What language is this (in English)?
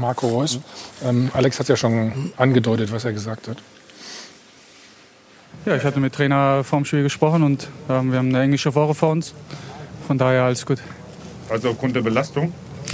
German